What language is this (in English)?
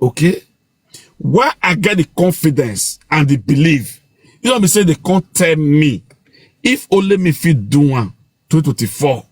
Nigerian Pidgin